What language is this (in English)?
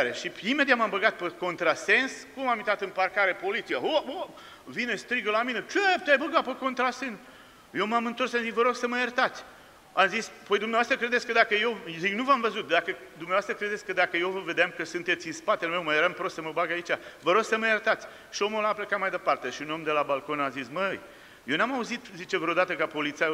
Romanian